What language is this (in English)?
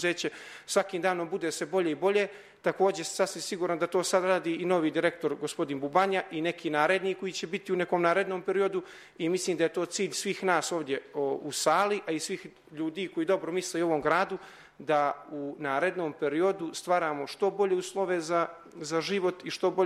Serbian